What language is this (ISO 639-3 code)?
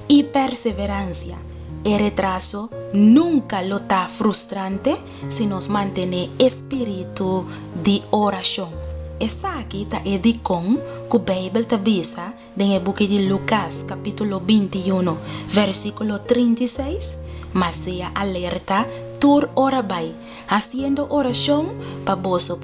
pap